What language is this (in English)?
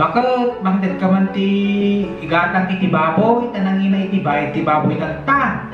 Iloko